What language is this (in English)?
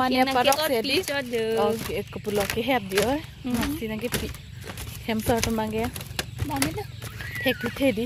Karbi